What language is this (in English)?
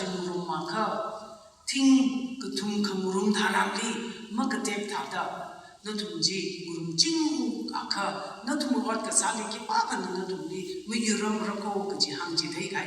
Tangkhul Naga (India)